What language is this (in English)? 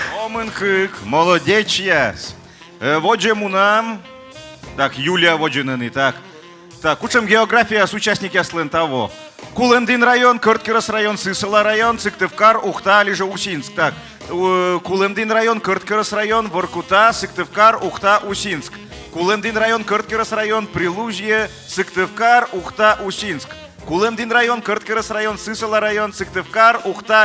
Komi